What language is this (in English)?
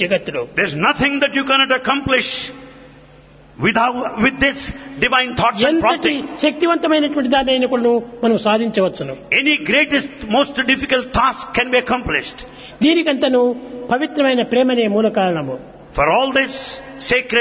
Telugu